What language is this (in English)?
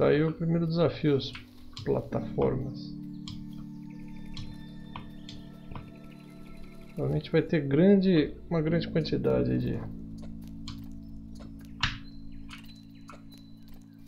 Portuguese